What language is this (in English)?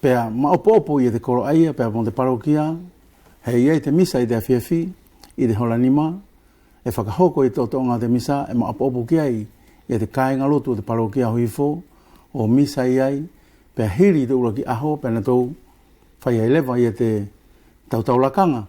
Wallisian